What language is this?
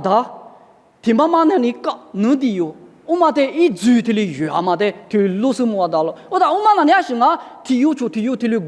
Lisu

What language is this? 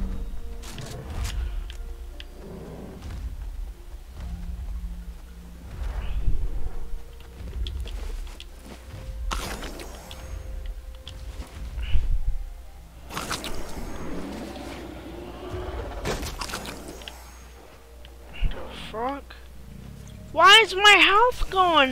English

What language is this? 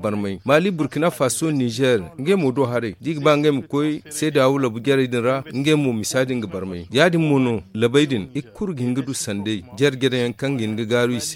Zarma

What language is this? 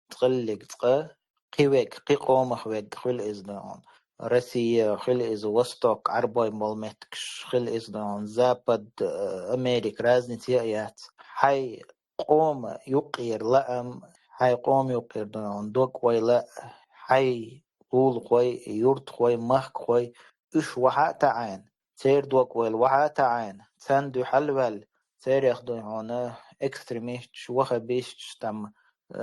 Chechen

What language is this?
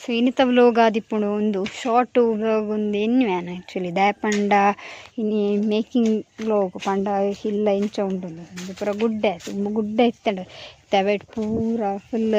Tulu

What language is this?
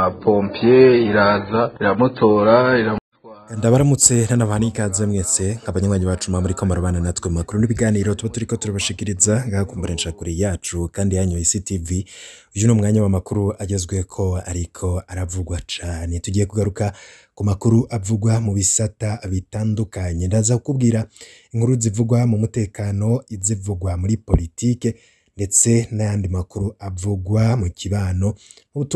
Rundi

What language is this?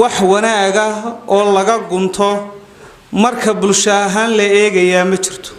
Somali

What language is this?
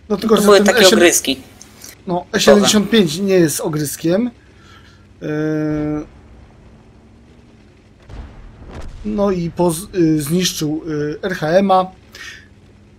Polish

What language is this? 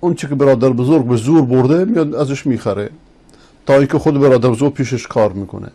Persian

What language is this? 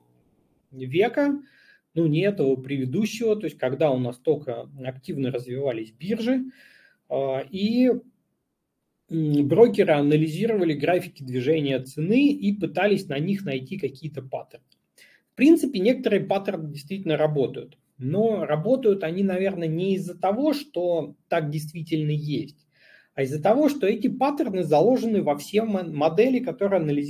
Russian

